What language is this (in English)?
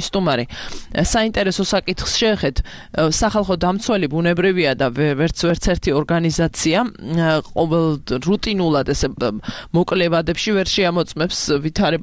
Georgian